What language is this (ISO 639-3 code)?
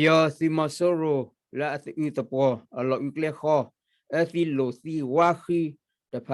ksw